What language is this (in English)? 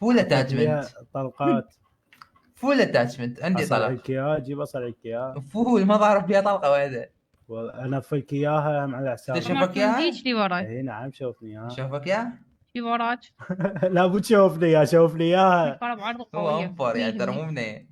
Mesopotamian Arabic